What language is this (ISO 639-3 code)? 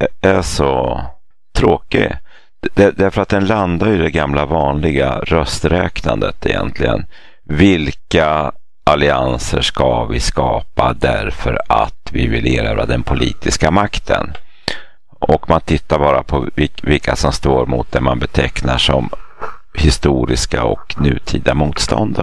swe